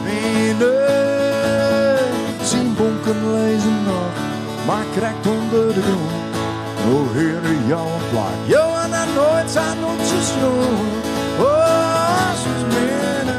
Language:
Western Frisian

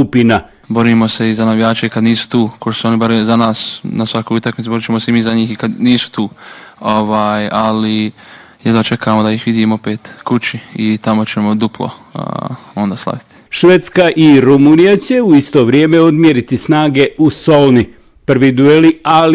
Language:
Bosnian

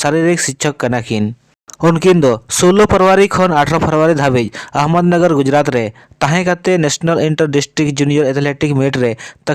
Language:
Santali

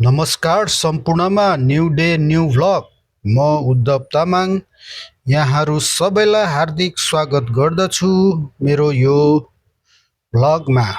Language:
Nepali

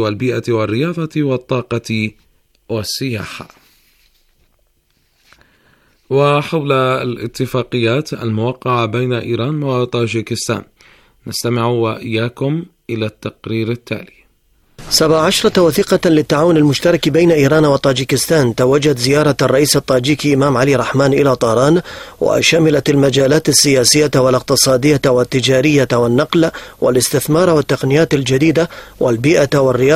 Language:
Arabic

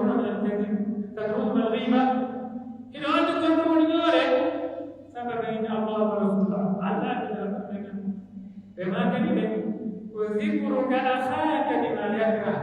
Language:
Pular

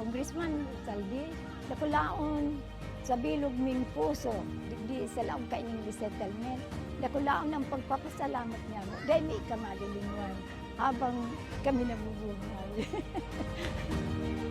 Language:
Bikol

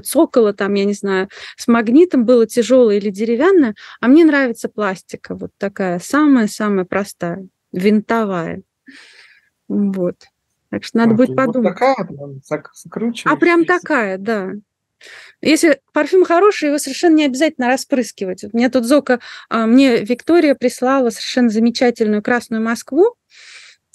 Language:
Russian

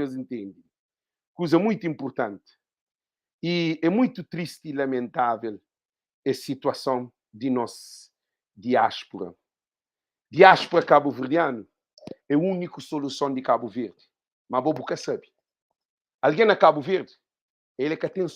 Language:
Kabuverdianu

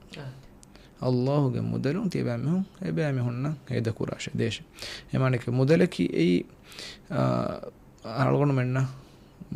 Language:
Divehi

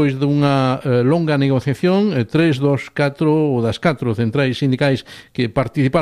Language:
Galician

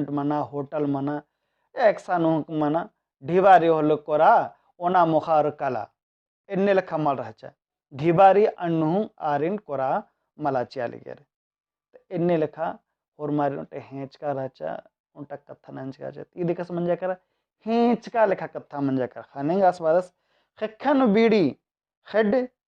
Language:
Kurukh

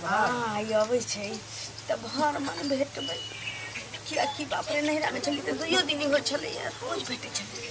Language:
Maithili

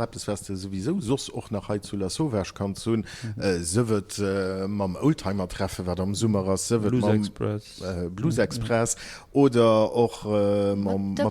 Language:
Luxembourgish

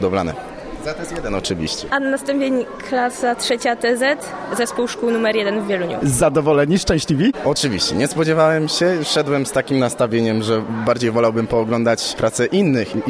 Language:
Polish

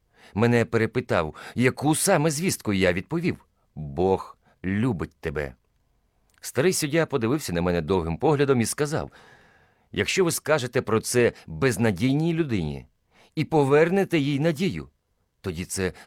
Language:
Ukrainian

